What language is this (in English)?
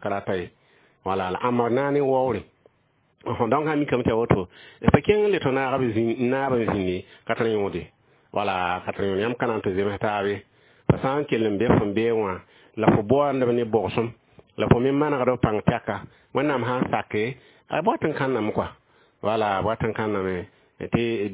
Mossi